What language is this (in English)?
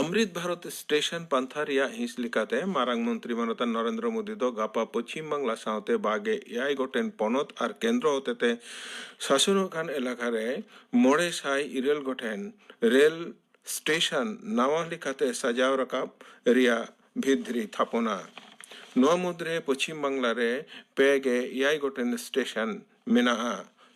Santali